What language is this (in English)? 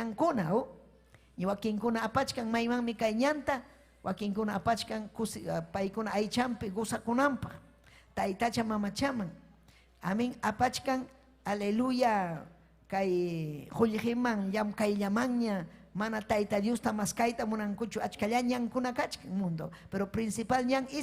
Ayacucho Quechua